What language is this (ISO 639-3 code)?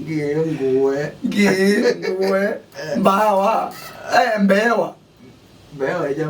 kam